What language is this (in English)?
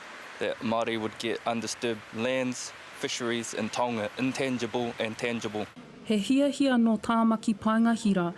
Māori